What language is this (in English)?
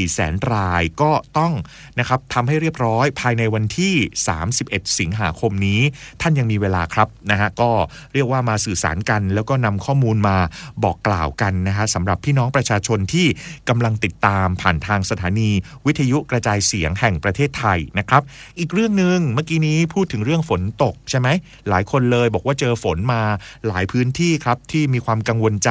Thai